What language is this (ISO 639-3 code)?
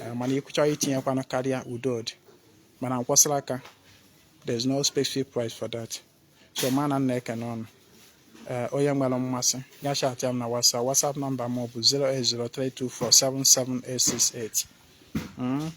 ibo